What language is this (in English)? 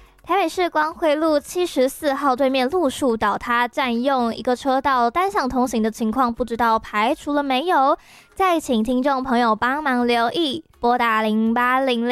Chinese